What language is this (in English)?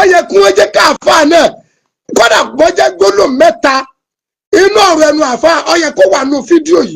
Yoruba